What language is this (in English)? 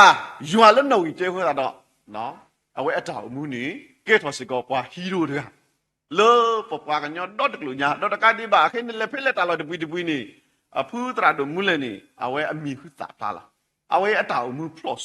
S'gaw Karen